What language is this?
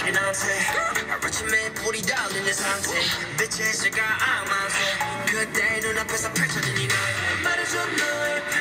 Korean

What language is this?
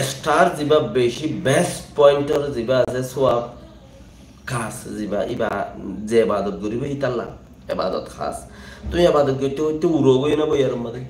Rohingya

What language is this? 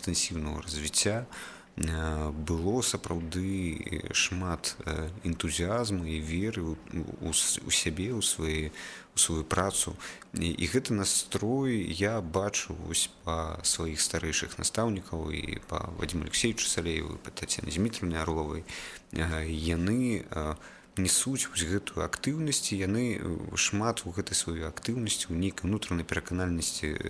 Belarusian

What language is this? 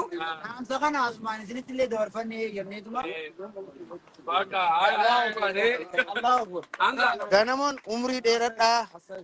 Oromo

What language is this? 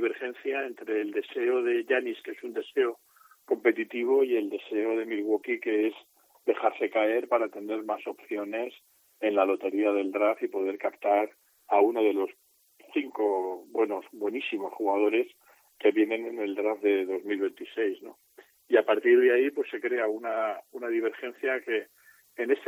Spanish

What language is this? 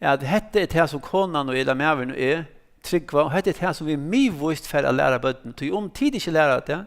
Faroese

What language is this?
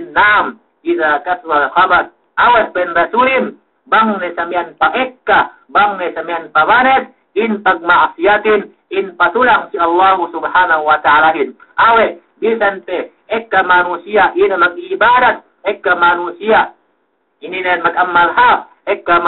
Yakan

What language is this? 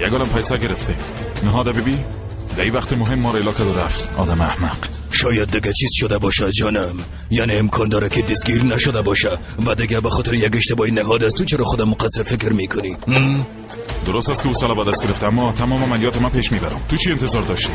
Persian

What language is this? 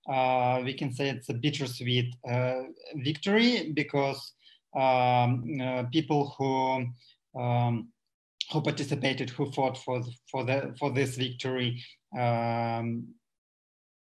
Norwegian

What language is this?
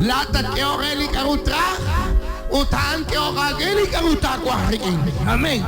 Kekchí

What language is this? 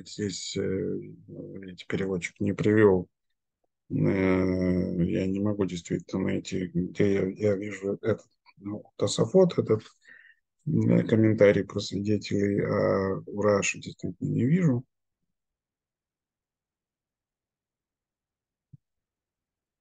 Russian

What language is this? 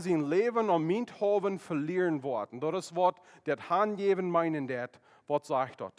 Plautdietsch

